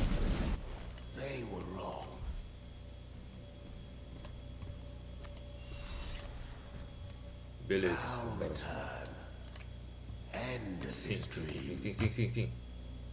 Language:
English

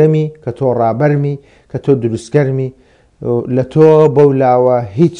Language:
Central Kurdish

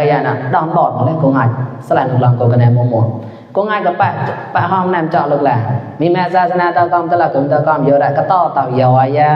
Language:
Mon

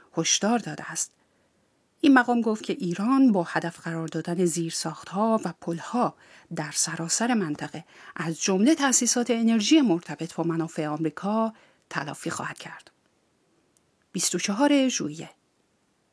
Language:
Persian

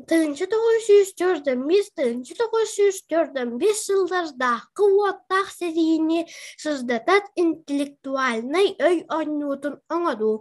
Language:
Yakut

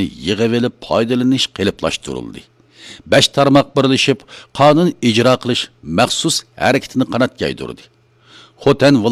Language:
Uyghur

